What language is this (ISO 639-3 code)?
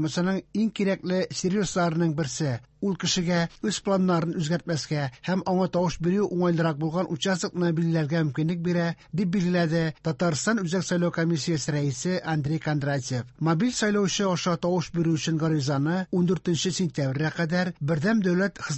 tat